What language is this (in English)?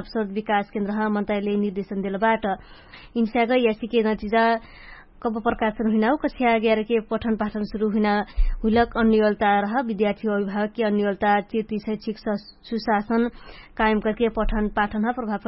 Dangaura Tharu